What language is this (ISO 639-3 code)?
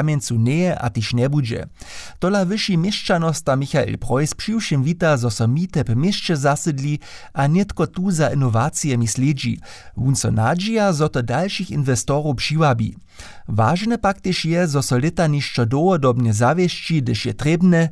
hsb